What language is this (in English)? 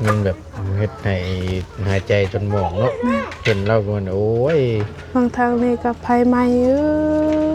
Northeastern Thai